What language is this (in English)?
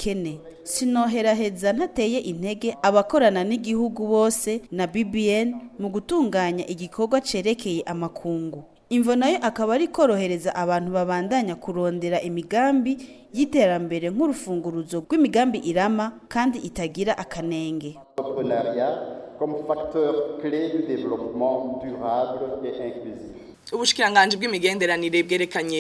Rundi